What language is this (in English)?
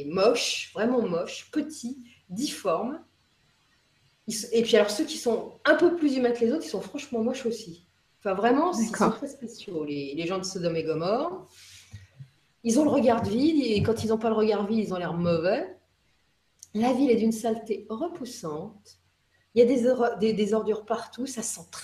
French